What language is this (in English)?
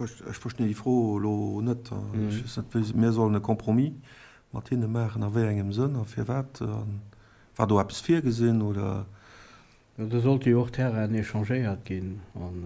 Luxembourgish